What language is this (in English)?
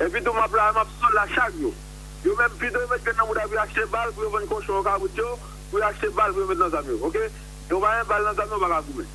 Haitian Creole